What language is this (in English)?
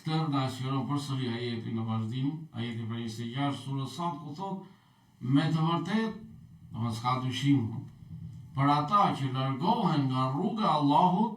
Albanian